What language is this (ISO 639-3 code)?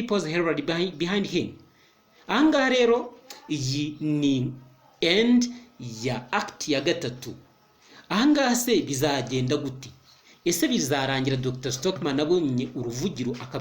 kin